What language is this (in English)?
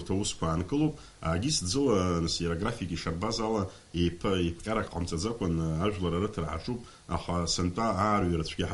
Abkhazian